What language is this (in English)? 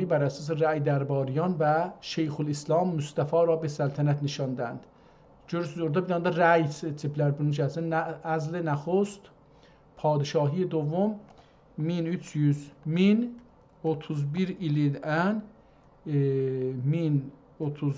South Azerbaijani